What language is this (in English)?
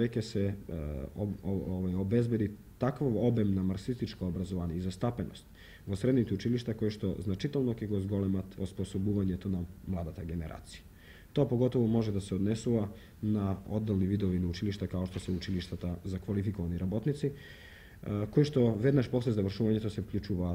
Macedonian